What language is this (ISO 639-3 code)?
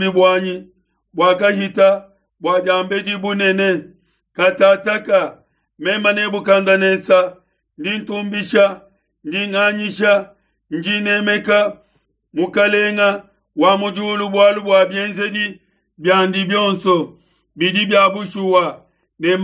lua